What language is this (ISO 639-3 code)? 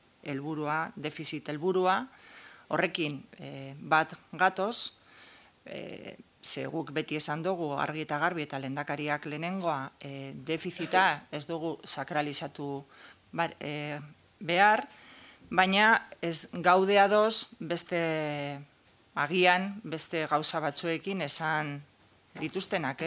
eus